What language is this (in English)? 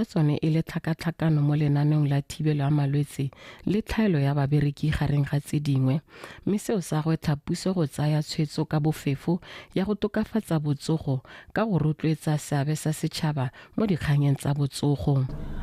Tswana